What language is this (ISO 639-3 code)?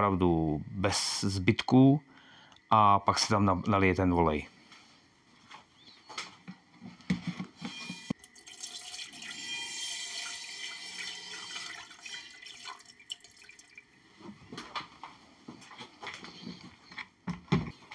ces